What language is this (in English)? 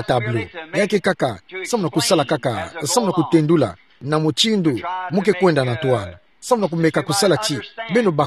Kituba (Democratic Republic of Congo)